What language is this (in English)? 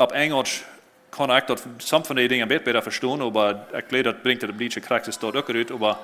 Plautdietsch